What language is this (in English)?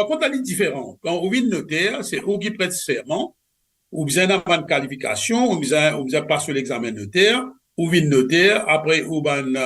Morisyen